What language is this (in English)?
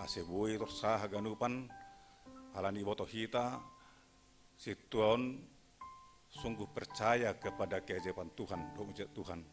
Batak Simalungun